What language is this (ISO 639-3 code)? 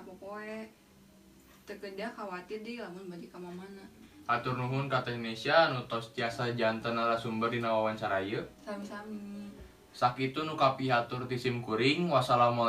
sun